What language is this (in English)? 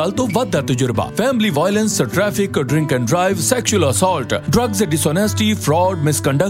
Punjabi